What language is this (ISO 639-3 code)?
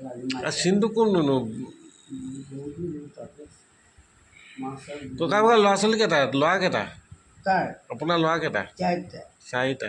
asm